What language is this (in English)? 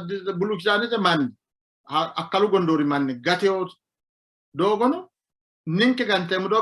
Sidamo